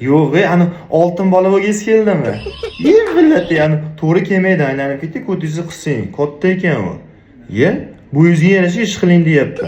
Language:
Uzbek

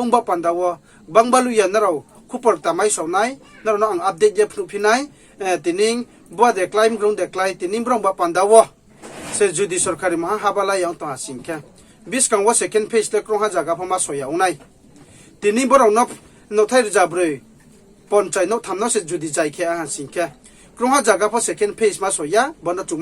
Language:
Riang (India)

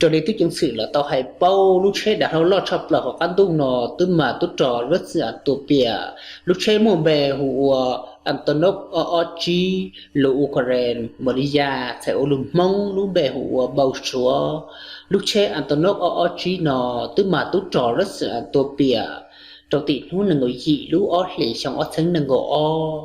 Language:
Hmong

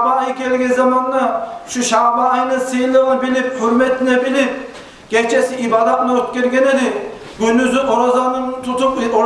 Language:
Kumyk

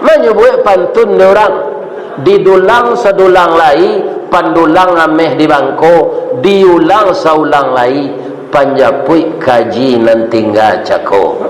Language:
Minangkabau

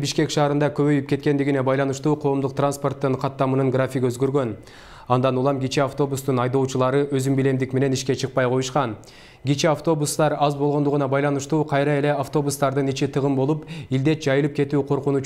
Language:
Kyrgyz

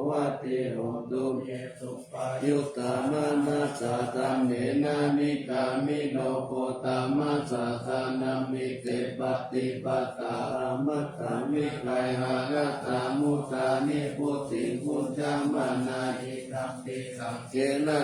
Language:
Pali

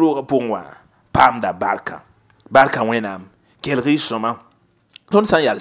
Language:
Mossi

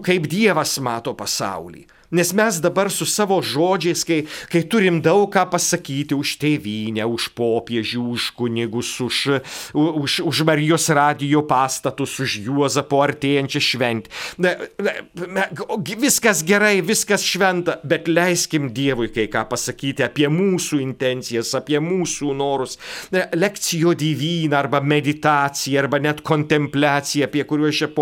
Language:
Lithuanian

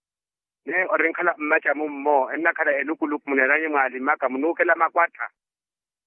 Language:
Makhuwa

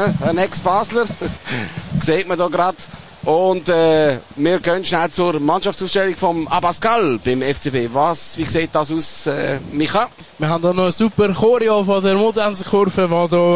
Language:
German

